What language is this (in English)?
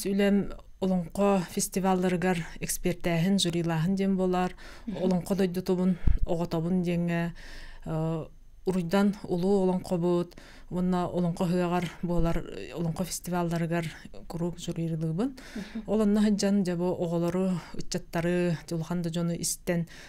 Yakut